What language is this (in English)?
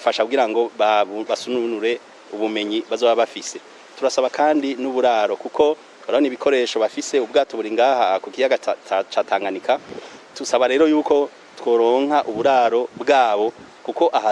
Rundi